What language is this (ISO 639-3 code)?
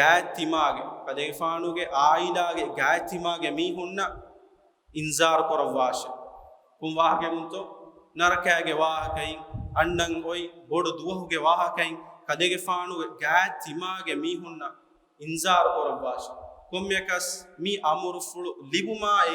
div